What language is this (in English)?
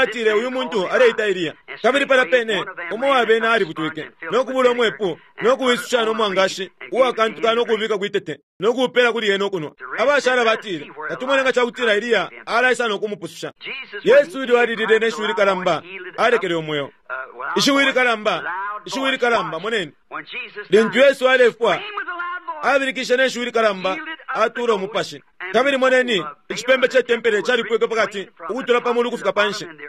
Bemba